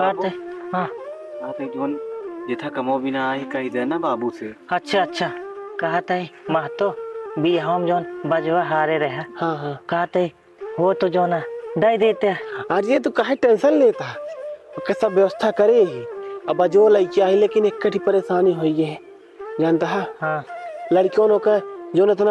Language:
Awadhi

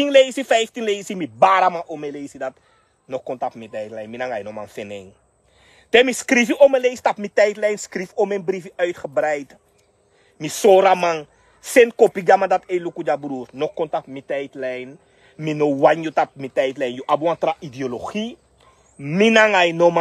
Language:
Sranan Tongo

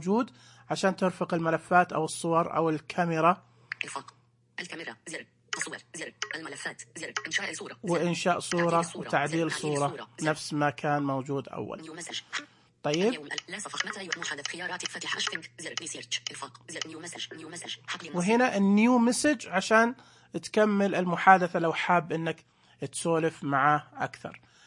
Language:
Najdi Arabic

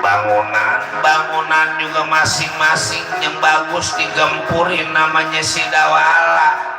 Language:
Betawi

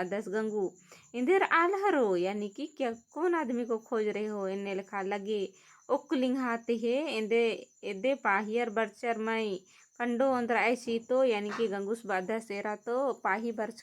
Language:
Kurukh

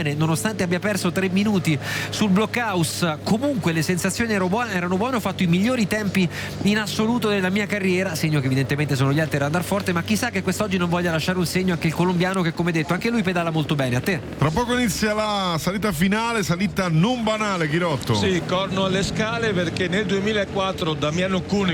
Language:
Italian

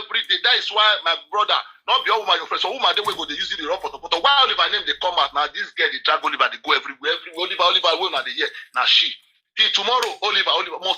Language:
Nigerian Pidgin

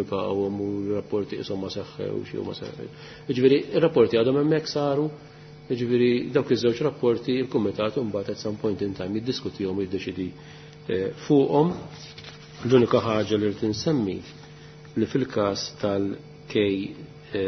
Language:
Maltese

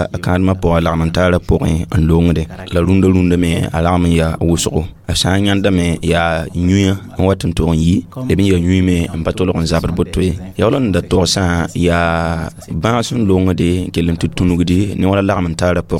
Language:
Mossi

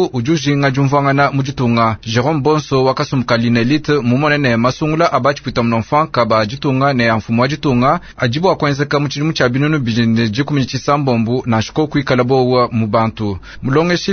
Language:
Luba-Lulua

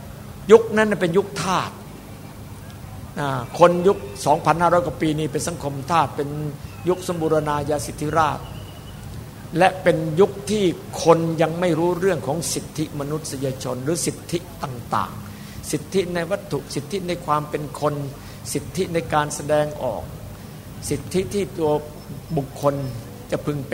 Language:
Thai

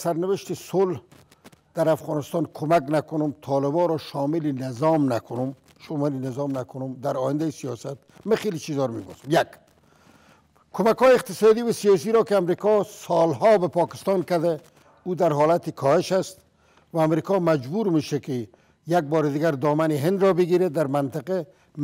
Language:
Persian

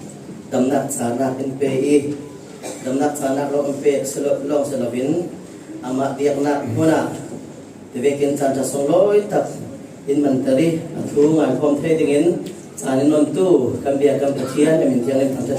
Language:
Falam Chin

